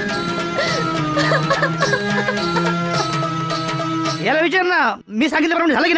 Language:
Marathi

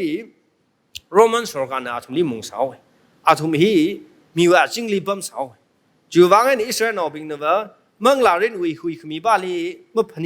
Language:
Tangkhul Naga (India)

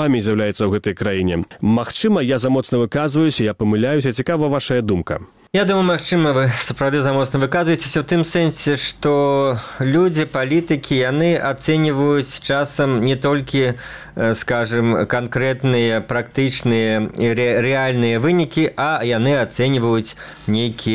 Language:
Belarusian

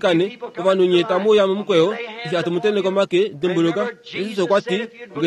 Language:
Kuanyama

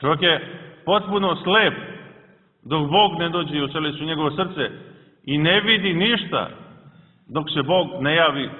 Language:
Serbian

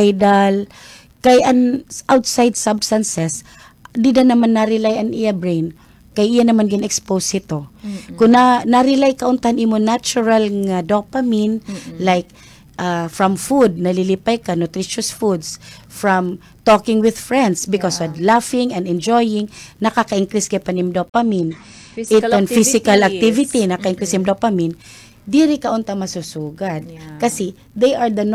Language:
Waray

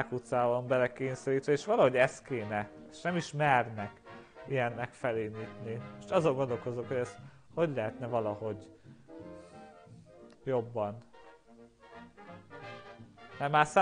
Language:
Hungarian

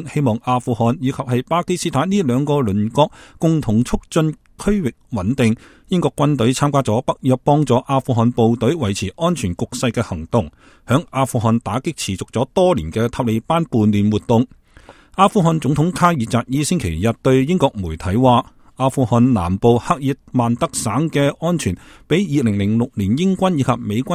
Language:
Cantonese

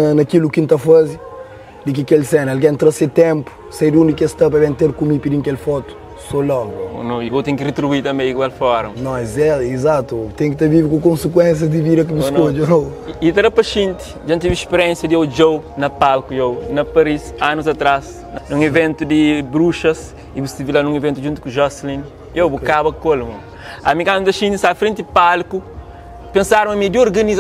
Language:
Kabuverdianu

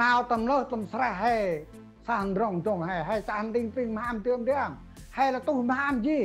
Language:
Central Mnong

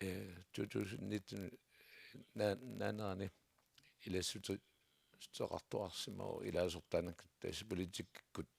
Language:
Kalaallisut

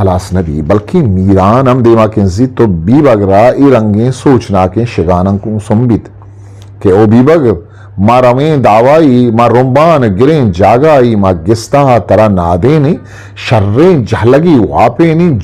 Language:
Eastern Balochi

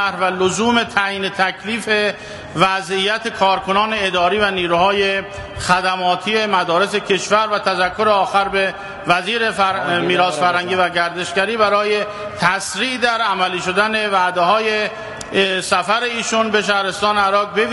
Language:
Persian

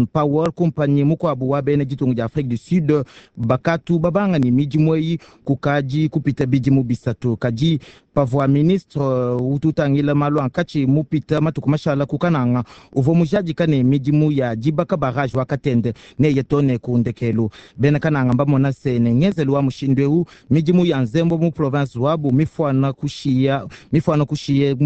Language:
Luba-Lulua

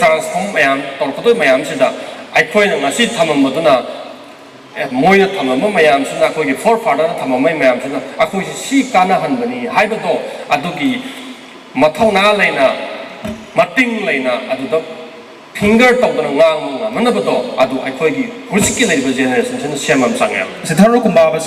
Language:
Manipuri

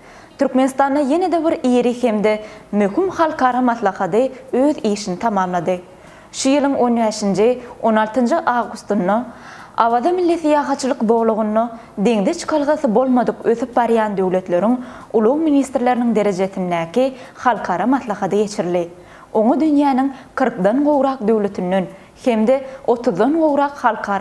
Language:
Turkmen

